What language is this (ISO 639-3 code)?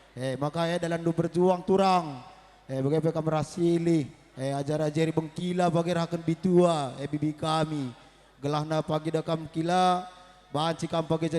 btx